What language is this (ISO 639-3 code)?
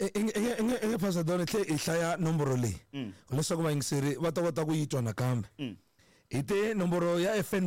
tso